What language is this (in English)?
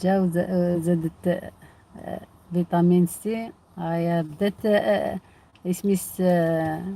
Algerian Arabic